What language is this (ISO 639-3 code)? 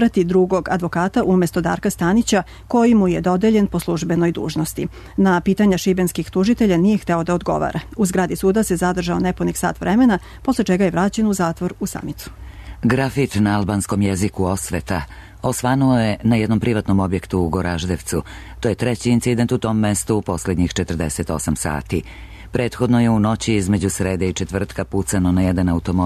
srp